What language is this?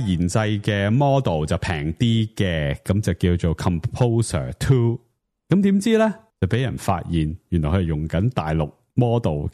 Cantonese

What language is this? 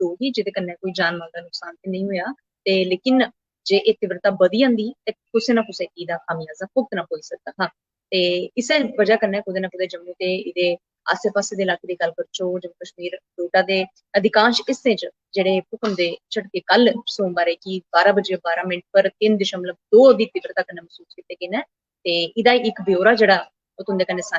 Dogri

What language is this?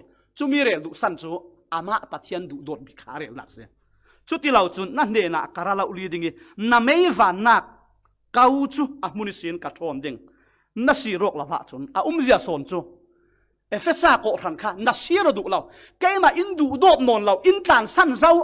Falam Chin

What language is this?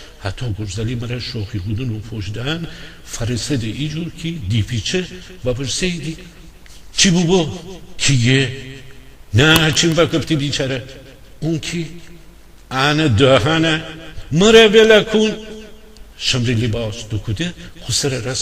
Gilaki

